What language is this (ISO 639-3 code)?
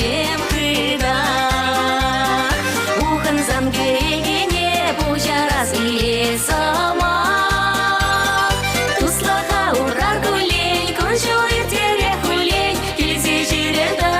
chv